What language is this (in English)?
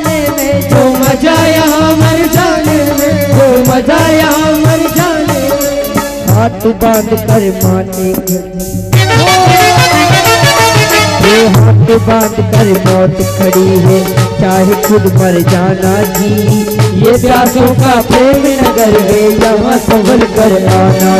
Hindi